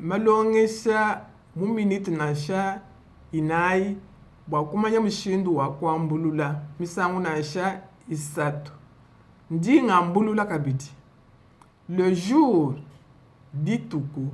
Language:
Luba-Lulua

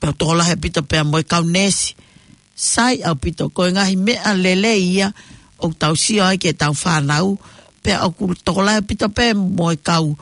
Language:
Tongan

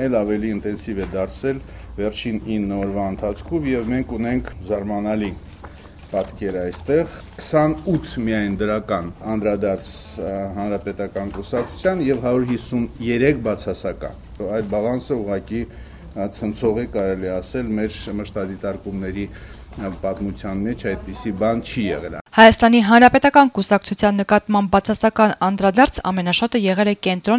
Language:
Armenian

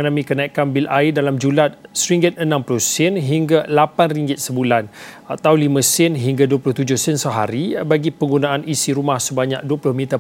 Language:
Malay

